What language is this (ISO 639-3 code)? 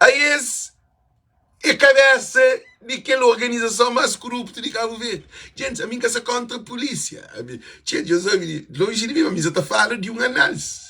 kea